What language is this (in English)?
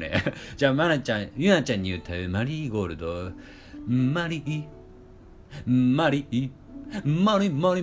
Japanese